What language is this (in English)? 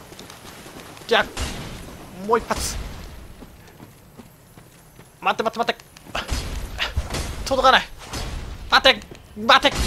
Japanese